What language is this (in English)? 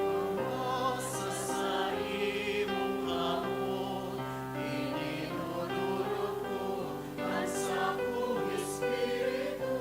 Bikol